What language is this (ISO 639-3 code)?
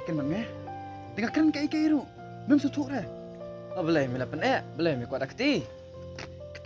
kha